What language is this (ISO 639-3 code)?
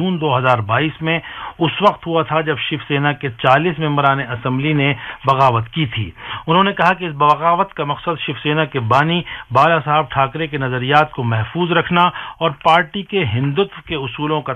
urd